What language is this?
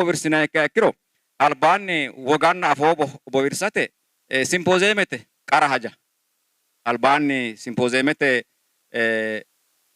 Sidamo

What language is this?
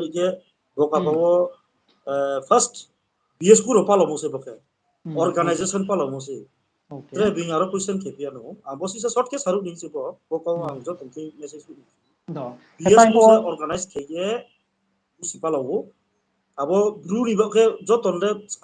Riang (India)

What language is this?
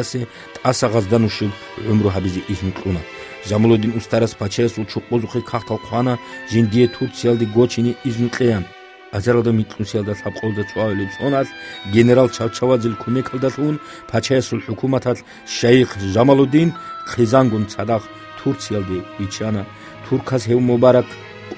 Avaric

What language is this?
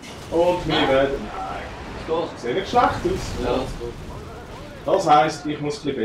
Swiss German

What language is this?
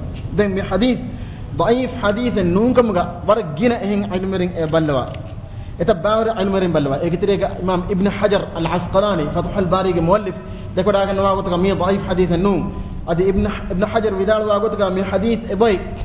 Divehi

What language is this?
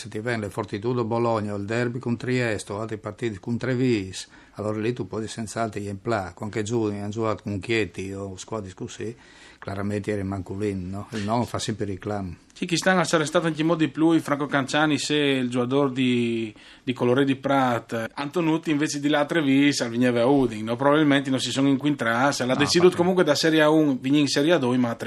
Friulian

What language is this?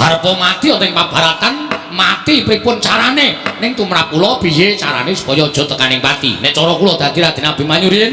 Javanese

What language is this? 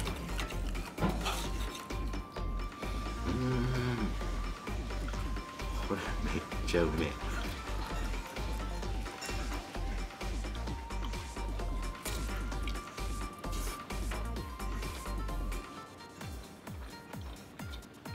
Japanese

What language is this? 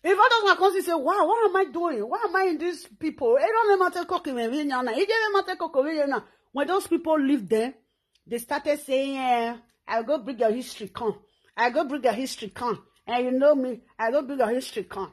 Nigerian Pidgin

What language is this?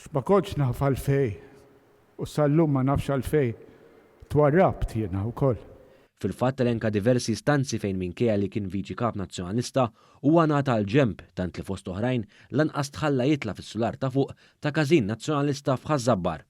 Maltese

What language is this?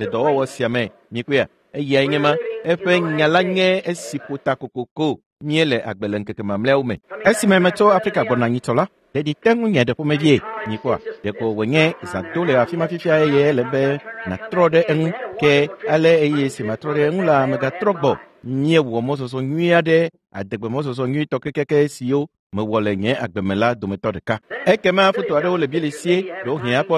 Ewe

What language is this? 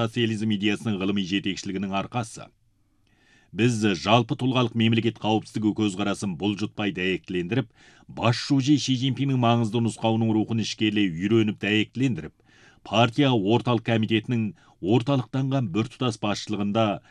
Kazakh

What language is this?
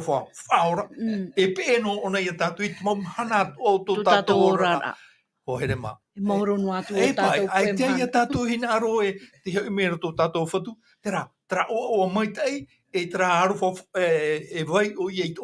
Tahitian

